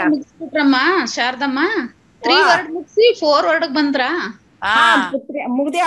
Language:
Kannada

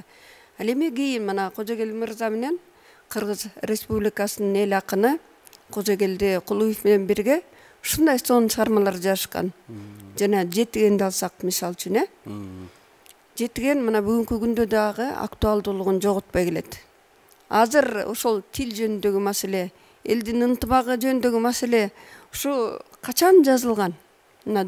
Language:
Kyrgyz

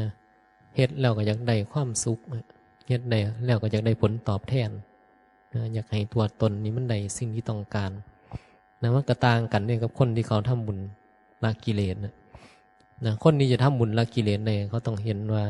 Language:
Northeastern Thai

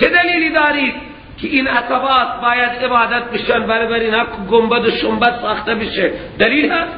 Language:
Persian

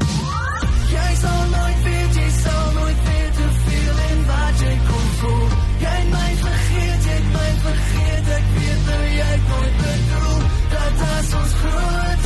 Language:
Afrikaans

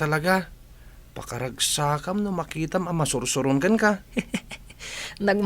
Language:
Iloko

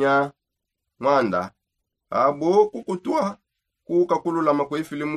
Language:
Songe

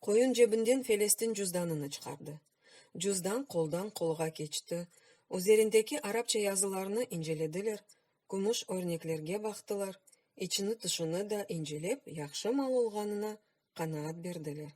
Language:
Crimean Tatar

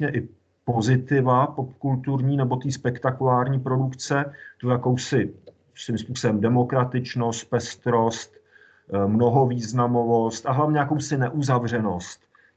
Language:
Czech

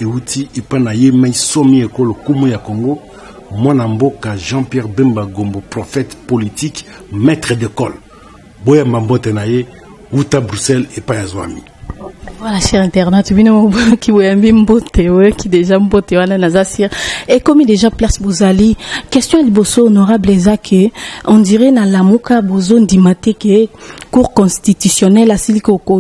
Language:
Lingala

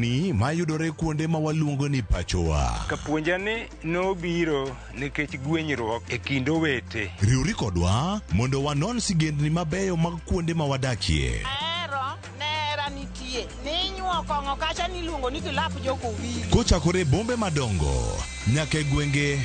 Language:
Luo (Kenya and Tanzania)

